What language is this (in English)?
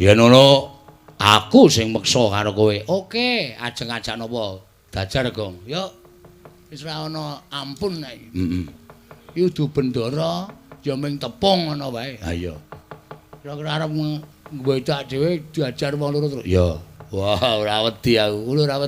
Javanese